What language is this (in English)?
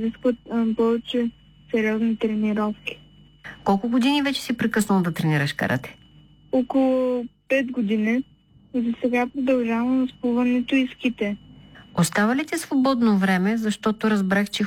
Bulgarian